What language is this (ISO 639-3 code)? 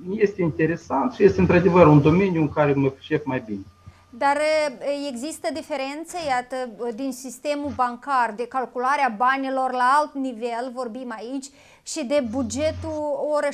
ron